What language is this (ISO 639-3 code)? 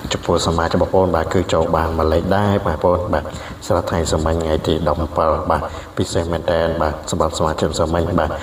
khm